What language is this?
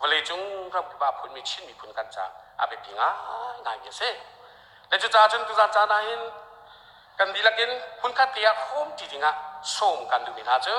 Hakha Chin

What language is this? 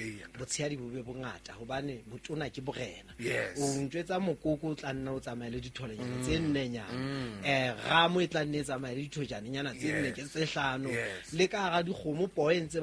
Southern Sotho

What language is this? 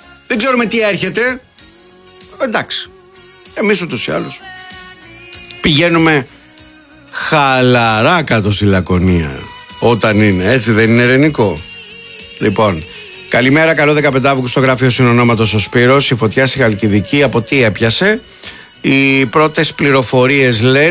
Greek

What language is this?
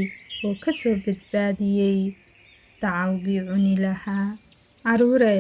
Somali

